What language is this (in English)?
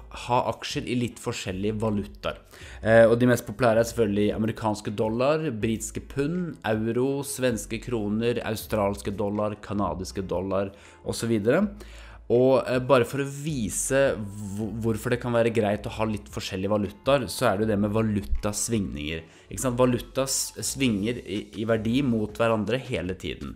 Norwegian